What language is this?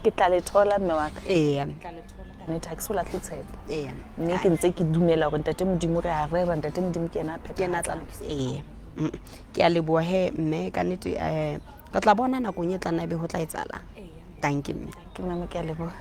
Southern Sotho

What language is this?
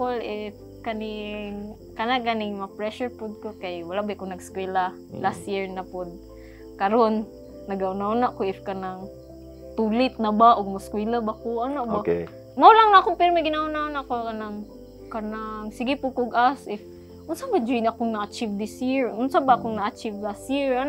Cebuano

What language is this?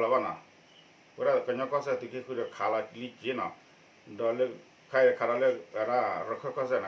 S'gaw Karen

